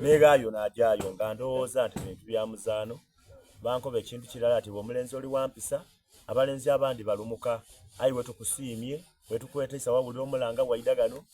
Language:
Soga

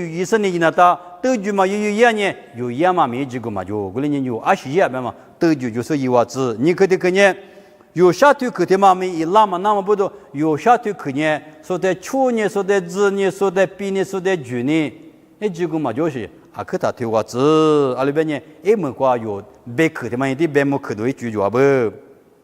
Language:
Lisu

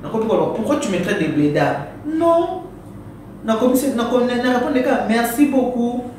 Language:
Lingala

